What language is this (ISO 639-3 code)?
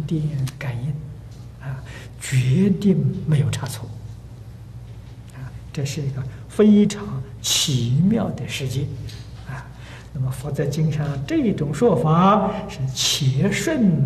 zho